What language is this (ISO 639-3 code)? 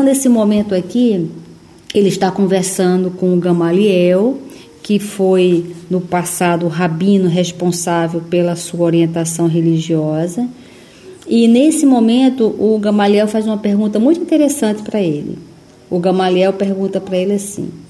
por